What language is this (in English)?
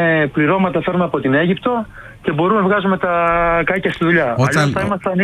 Greek